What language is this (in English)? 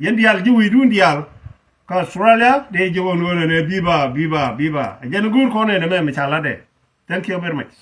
Nuer